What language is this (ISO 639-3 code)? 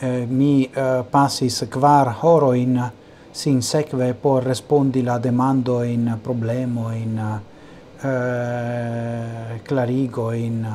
epo